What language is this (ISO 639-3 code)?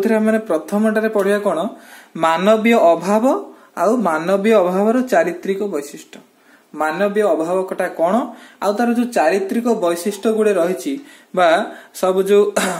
ori